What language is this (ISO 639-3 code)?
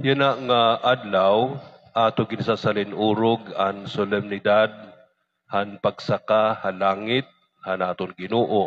war